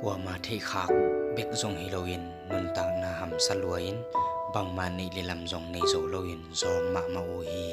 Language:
Tedim Chin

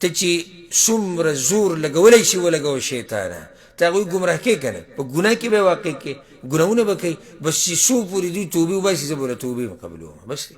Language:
Pashto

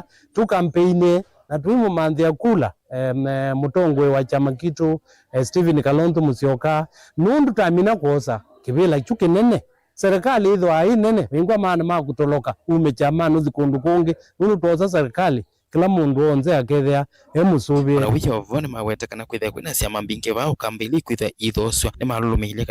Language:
Kamba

